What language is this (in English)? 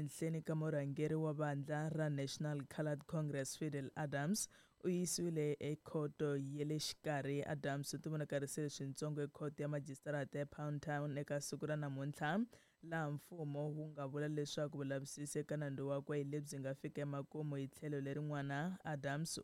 Tsonga